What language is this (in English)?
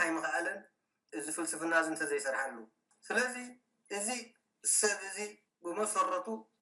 Tigrinya